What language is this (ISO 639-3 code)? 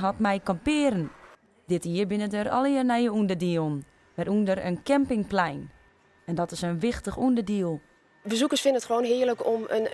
fry